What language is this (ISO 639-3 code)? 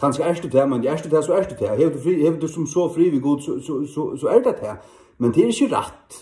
fao